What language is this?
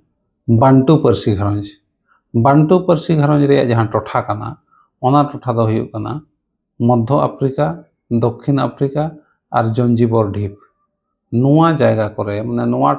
Santali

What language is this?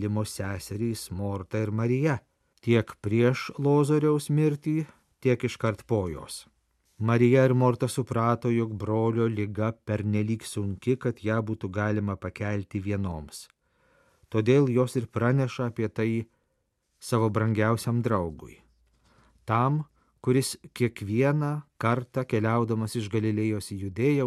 Lithuanian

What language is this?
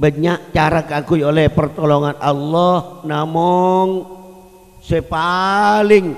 Madurese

